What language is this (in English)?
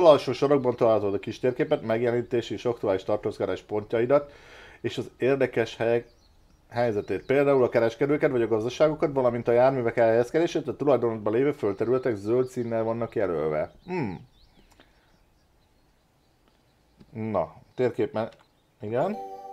Hungarian